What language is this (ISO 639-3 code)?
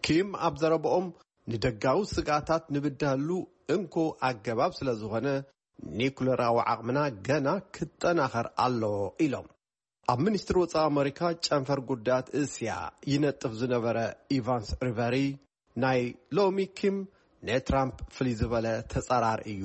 tir